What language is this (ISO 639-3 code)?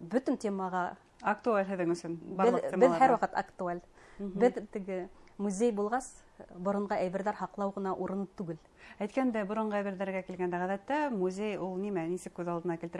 bak